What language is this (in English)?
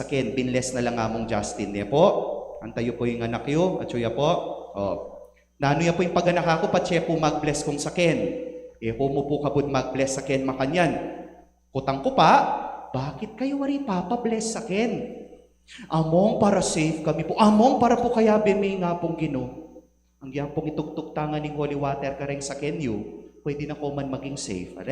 Pampanga